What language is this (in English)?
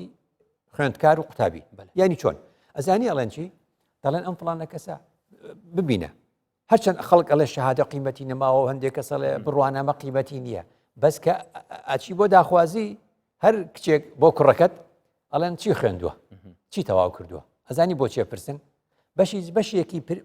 Central Kurdish